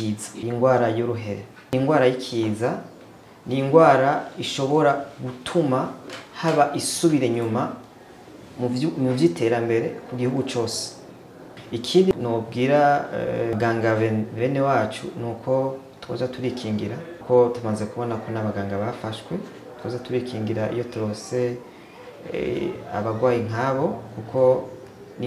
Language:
Rundi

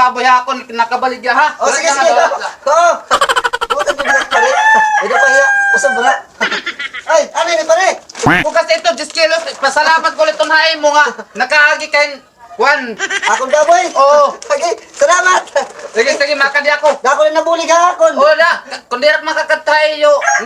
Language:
Waray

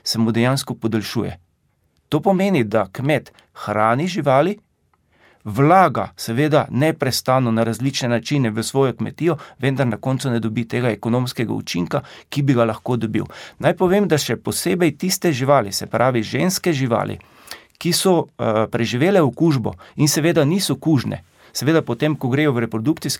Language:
Slovenian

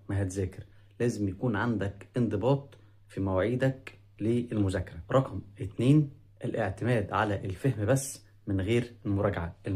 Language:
Egyptian Arabic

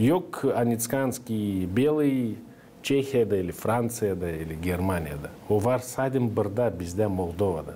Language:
Gagauz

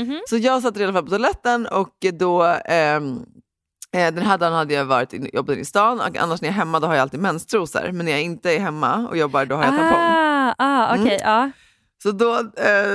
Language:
Swedish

